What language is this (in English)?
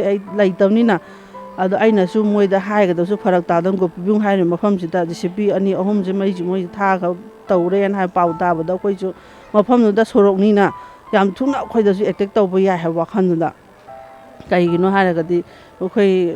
Manipuri